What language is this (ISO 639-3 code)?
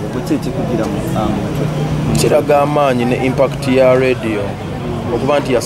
lug